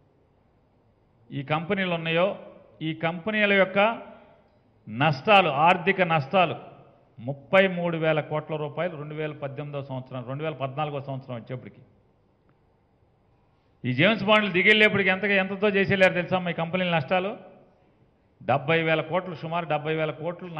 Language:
Telugu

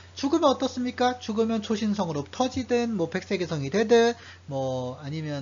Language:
Korean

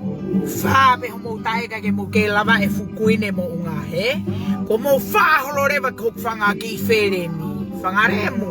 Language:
Tongan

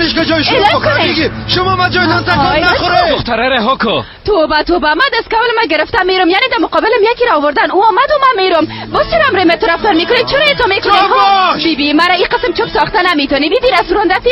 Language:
Persian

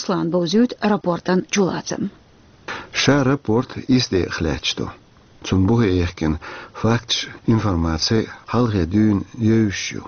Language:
Chechen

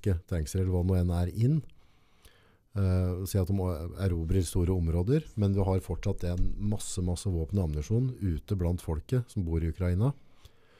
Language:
Norwegian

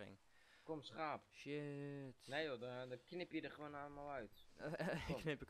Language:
Dutch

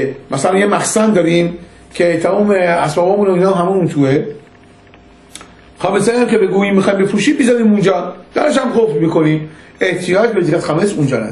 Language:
Persian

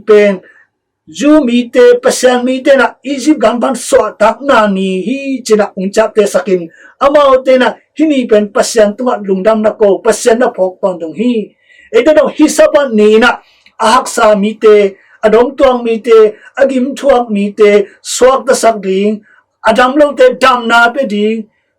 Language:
Tedim Chin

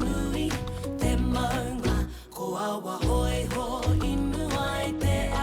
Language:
Māori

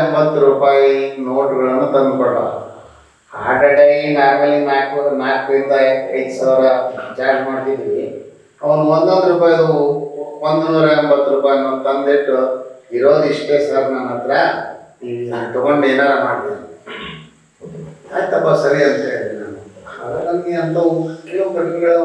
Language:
Kannada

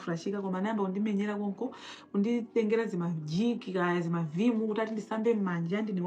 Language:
Nyanja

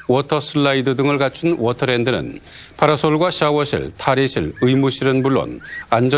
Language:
Korean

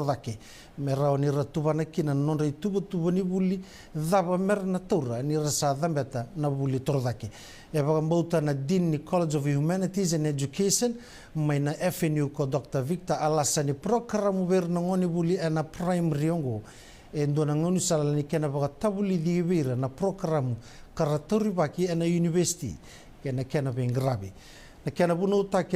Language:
Fijian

